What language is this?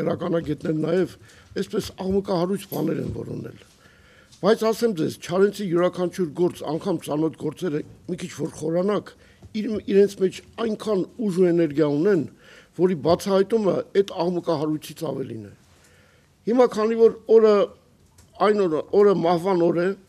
Armenian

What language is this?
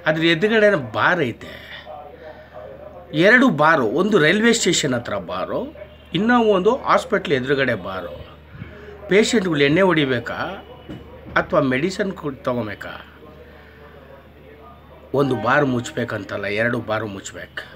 Kannada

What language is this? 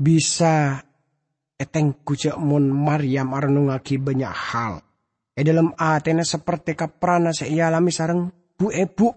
Madurese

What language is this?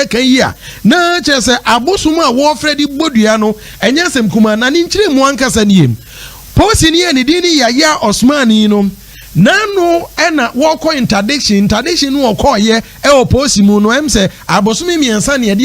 Akan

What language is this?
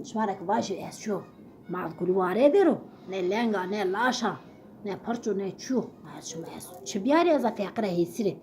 Zaza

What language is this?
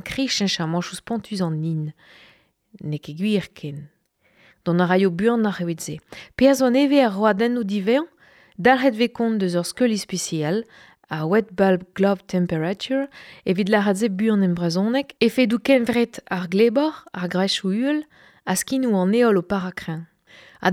Breton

